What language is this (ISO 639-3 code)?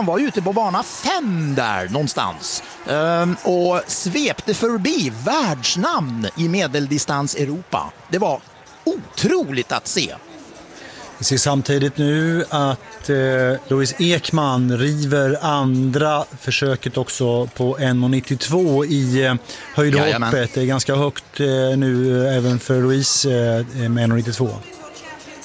swe